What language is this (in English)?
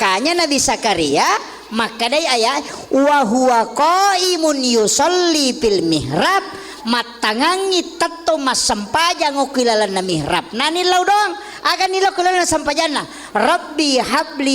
Buginese